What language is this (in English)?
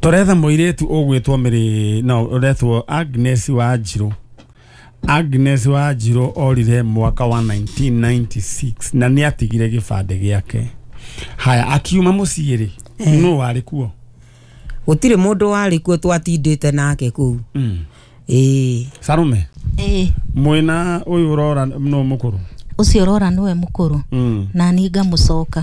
Kikuyu